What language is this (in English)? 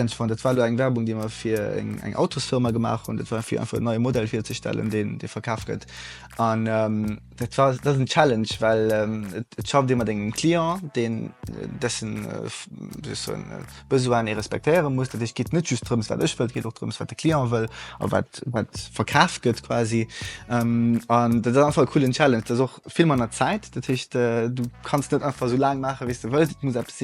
Luxembourgish